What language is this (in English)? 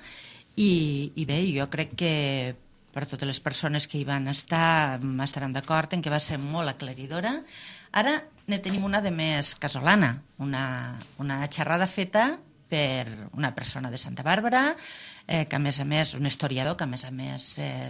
Catalan